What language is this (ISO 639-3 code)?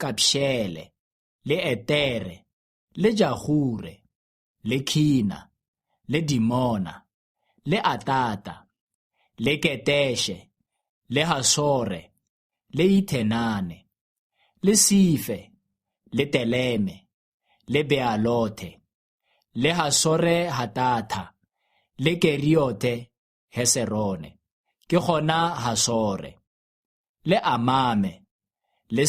tsn